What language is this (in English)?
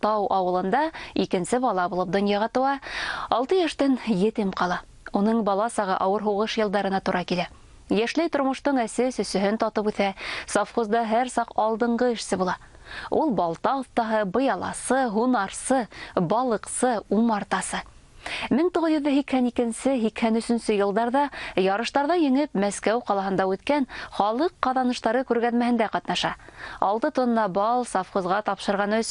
Bashkir